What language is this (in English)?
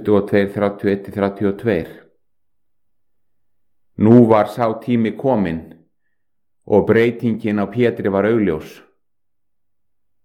Icelandic